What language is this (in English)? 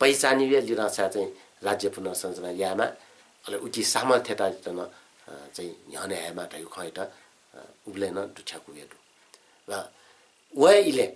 Newari